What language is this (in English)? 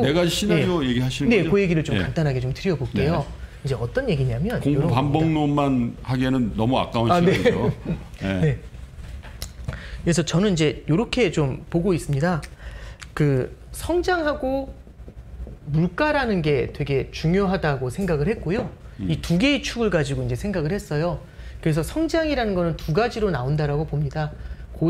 Korean